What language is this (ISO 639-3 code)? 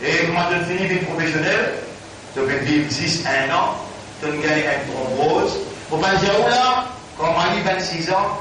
mfe